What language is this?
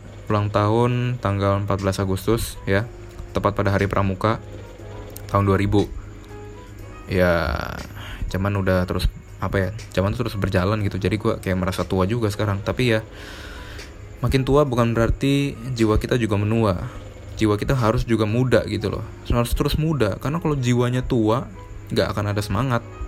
Indonesian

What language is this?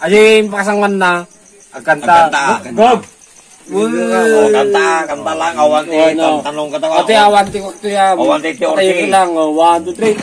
Iloko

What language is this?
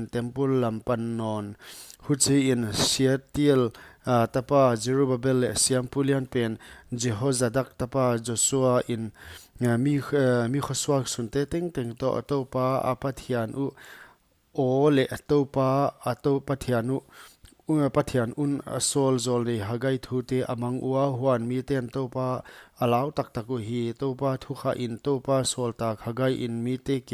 Paite Chin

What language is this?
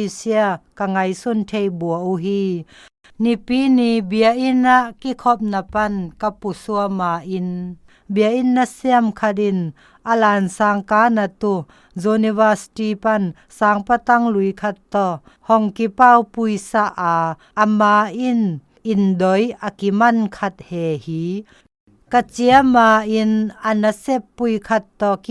Zou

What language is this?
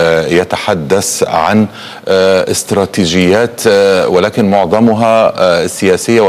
Arabic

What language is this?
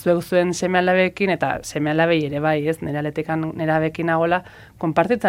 Basque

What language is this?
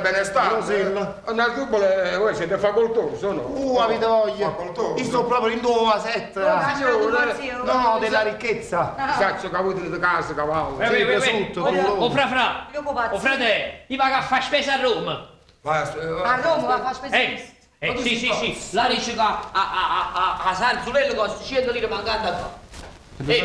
Neapolitan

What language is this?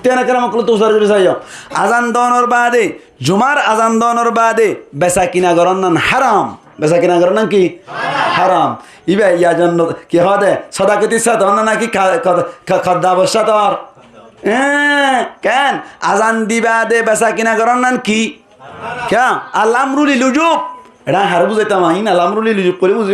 Rohingya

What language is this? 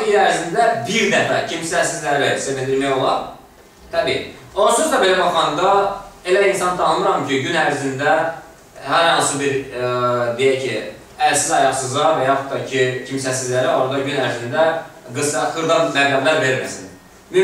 Azerbaijani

